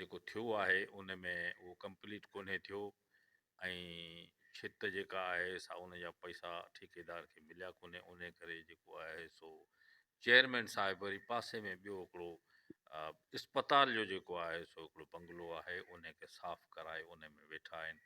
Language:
Sindhi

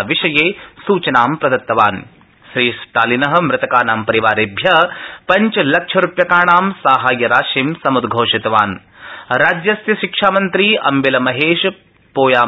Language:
Sanskrit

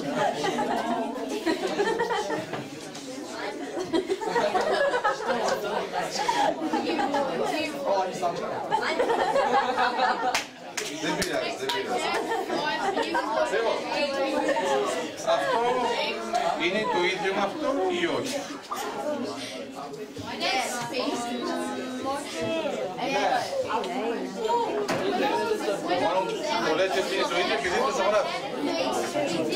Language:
Greek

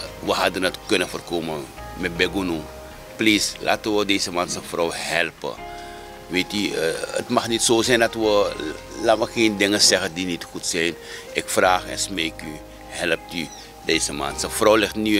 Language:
Dutch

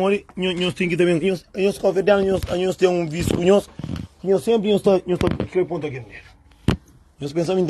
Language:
Kabuverdianu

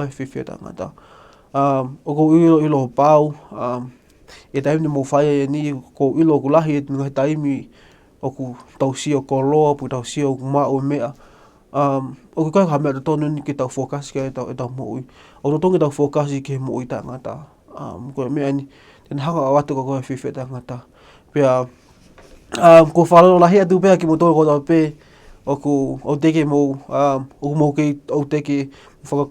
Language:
Tongan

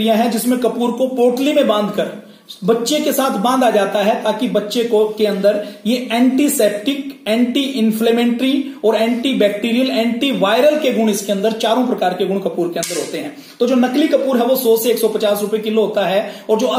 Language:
Hindi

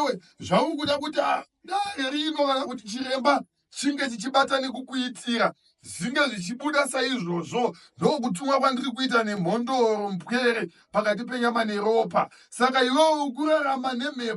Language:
Shona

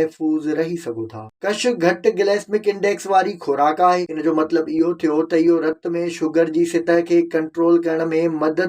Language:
Sindhi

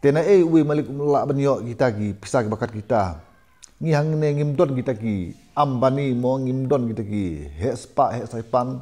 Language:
Khasi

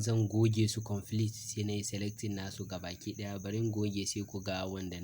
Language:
Hausa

